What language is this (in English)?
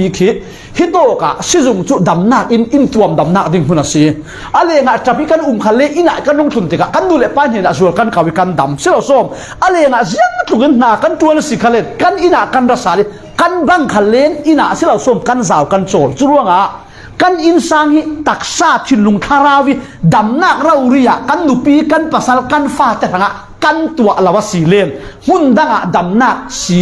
Falam Chin